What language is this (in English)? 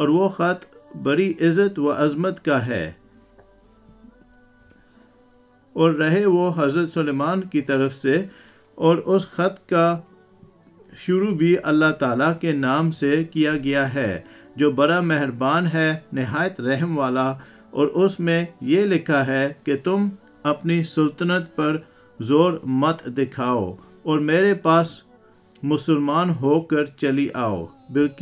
Urdu